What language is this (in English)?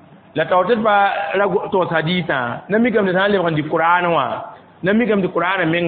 Mossi